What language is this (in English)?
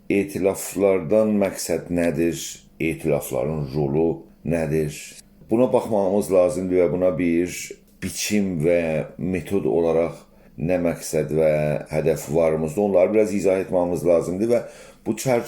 South Azerbaijani